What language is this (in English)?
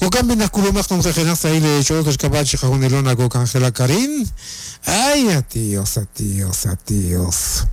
Kekchí